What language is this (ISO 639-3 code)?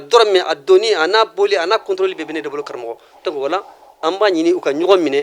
bam